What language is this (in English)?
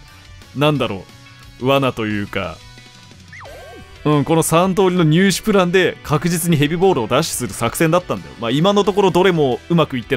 Japanese